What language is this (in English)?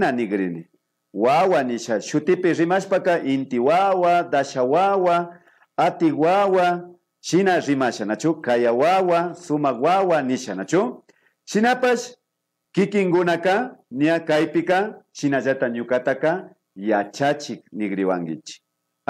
Imbabura Highland Quichua